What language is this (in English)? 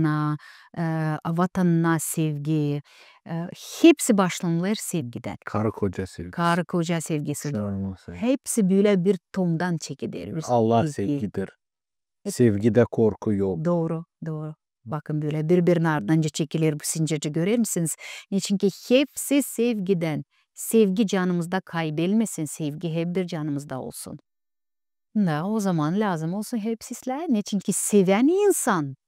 Gagauz